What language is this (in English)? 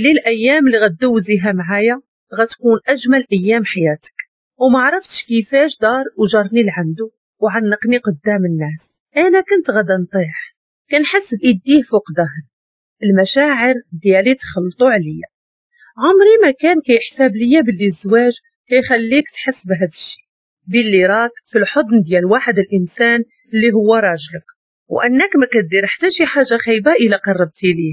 Moroccan Arabic